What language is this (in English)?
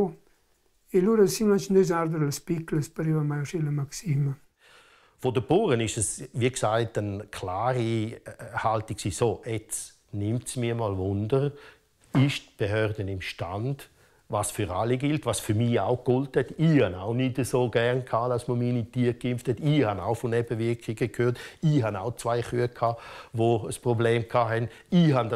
Romansh